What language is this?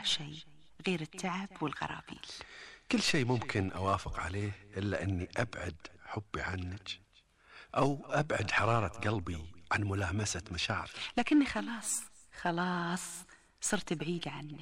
Gulf Arabic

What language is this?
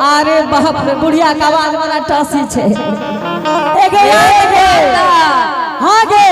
Angika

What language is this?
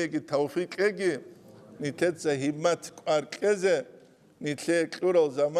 Avaric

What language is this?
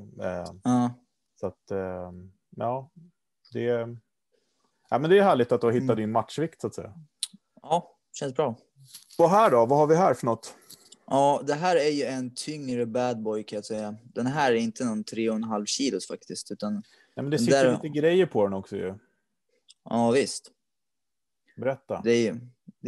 Swedish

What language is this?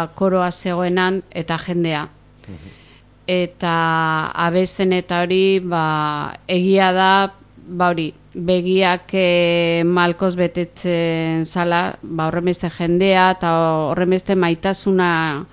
Basque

